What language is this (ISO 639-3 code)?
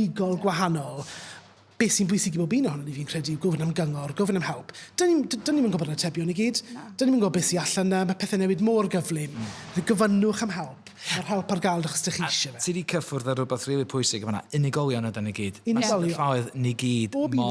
cym